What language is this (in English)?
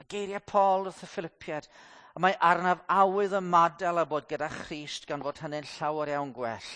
Welsh